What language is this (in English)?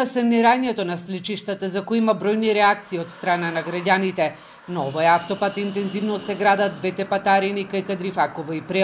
Macedonian